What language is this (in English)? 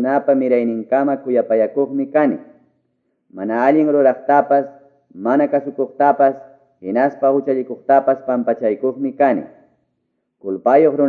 Quechua